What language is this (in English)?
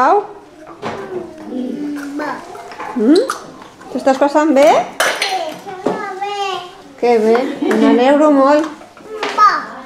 Catalan